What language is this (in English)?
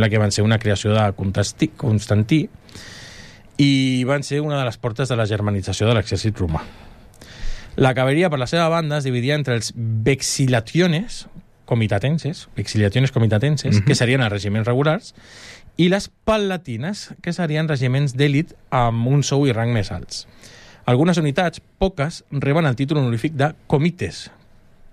Catalan